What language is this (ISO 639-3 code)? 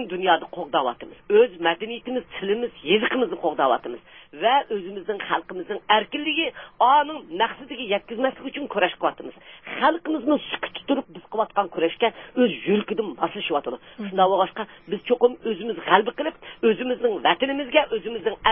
uig